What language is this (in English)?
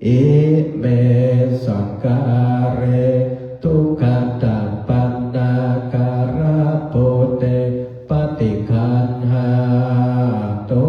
Pali